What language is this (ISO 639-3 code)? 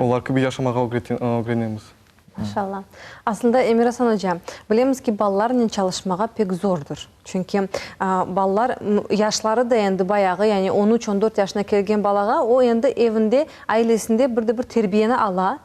crh